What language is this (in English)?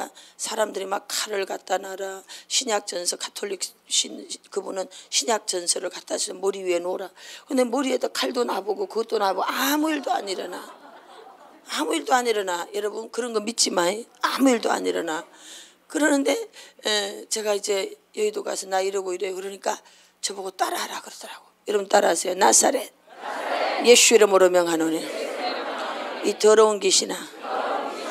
Korean